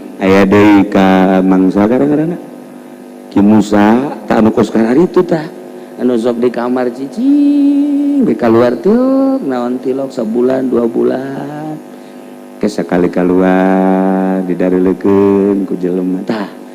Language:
Sundanese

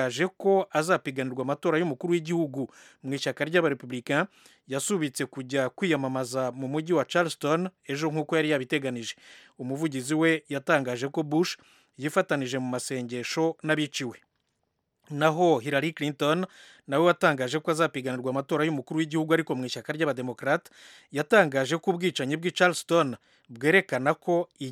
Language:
Kinyarwanda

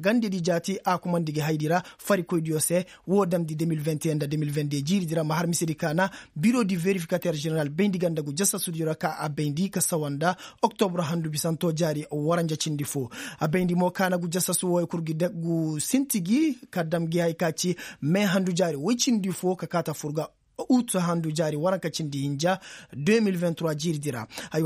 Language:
Koyraboro Senni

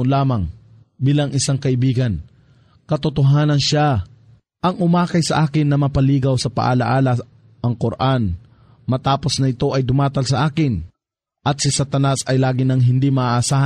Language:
Filipino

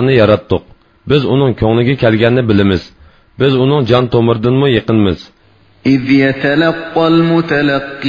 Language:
Uyghur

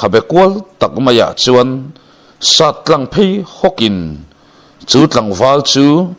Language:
Mizo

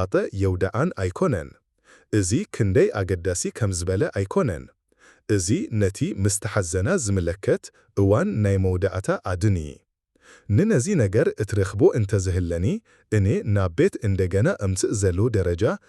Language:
Tigrinya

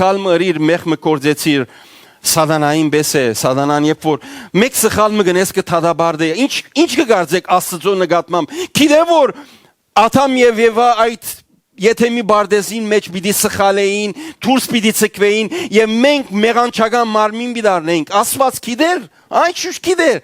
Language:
Western Armenian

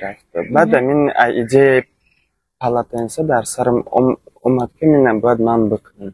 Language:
Tajik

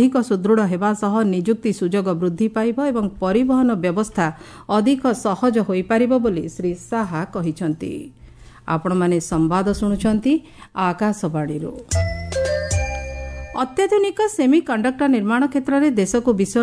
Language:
Odia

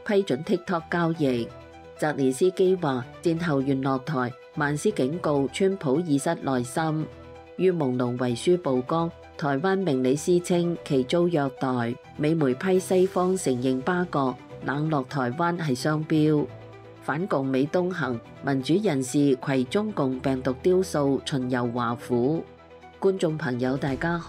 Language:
Cantonese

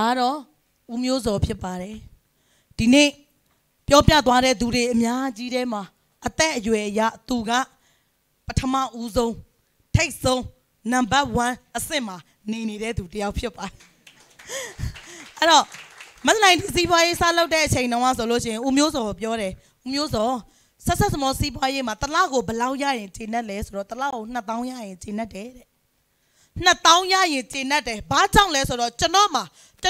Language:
Burmese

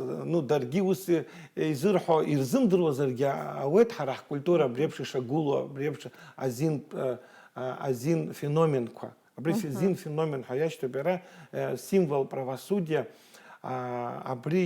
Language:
Abkhazian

